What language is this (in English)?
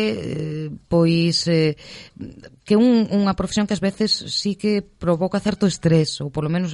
Galician